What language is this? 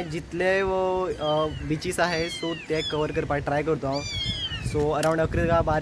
Konkani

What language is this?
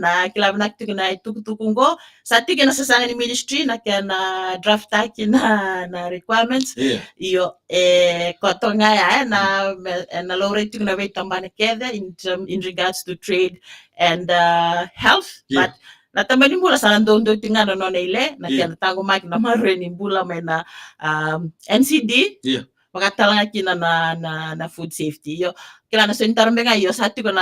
Fijian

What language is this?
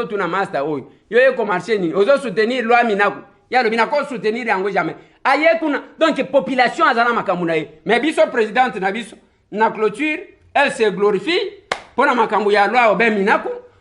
Lingala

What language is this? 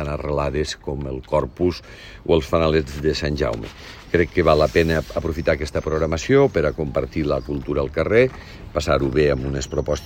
Catalan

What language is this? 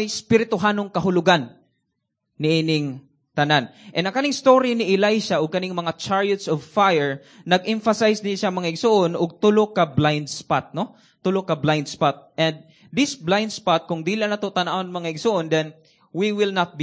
Cebuano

